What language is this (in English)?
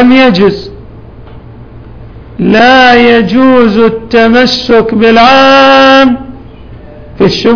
Arabic